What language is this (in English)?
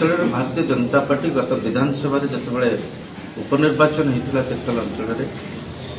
Odia